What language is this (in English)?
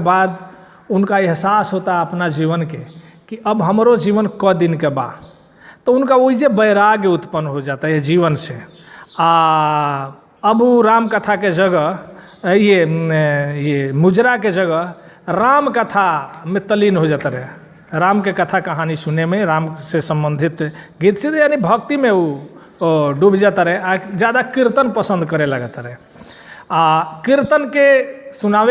Bhojpuri